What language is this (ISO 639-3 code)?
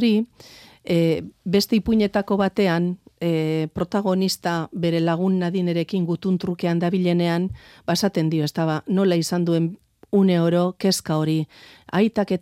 eus